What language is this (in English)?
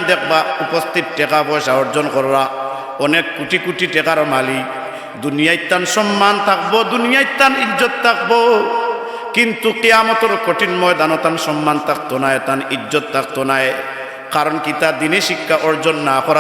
Sylheti